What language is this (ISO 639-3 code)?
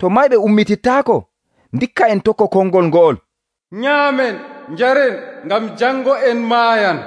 fuv